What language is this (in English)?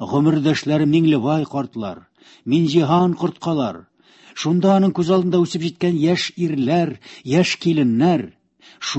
Tatar